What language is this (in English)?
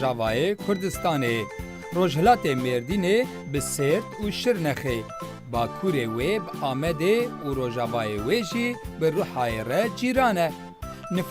Kurdish